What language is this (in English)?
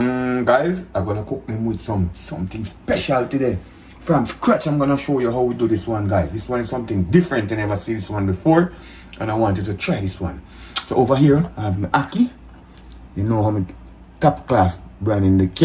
Jamaican Creole English